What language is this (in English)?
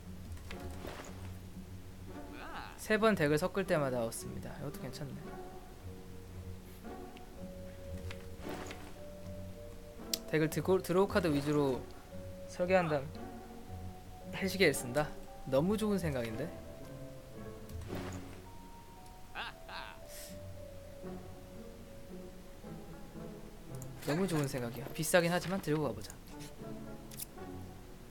Korean